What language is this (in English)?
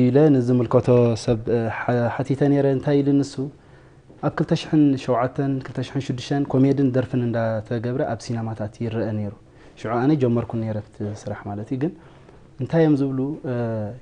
Tigrinya